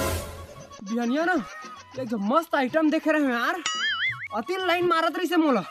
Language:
Chhattisgarhi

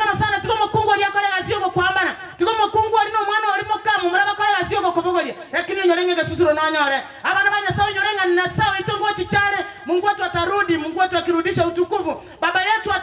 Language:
Gusii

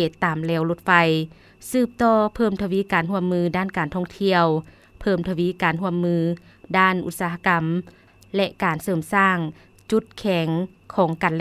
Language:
Lao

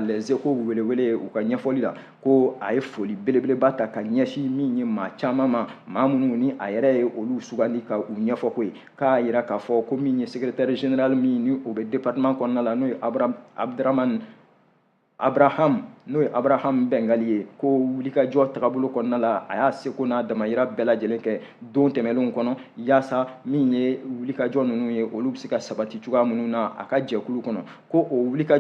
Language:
Bambara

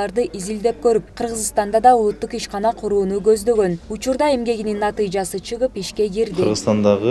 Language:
Kyrgyz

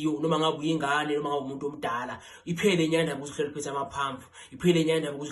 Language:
Zulu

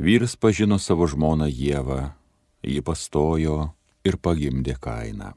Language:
Lithuanian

